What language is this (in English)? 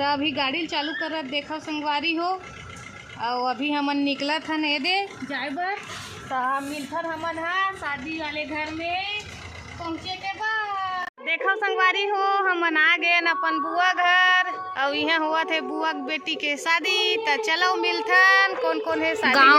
Chhattisgarhi